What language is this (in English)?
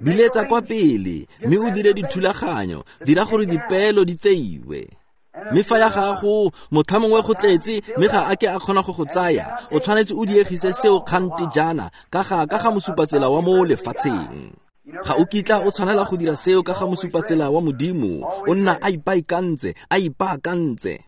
Tswana